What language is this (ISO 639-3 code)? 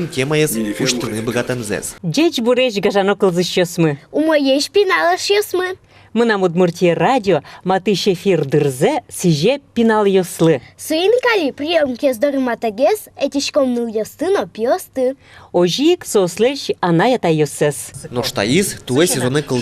udm